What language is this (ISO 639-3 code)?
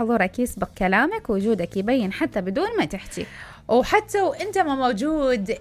acm